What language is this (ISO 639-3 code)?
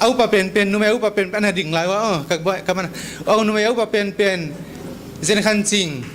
pck